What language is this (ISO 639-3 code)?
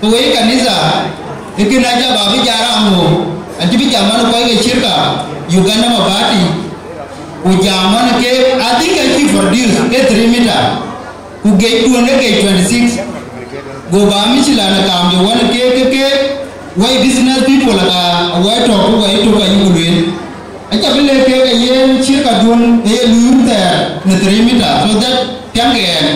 din